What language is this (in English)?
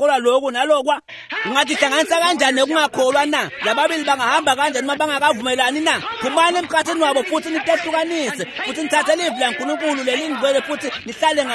Swati